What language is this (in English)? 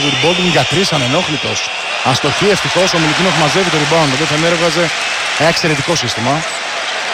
Greek